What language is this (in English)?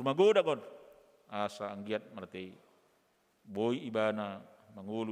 Batak Toba